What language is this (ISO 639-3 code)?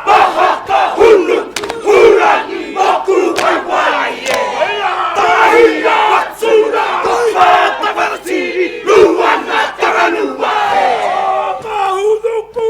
mri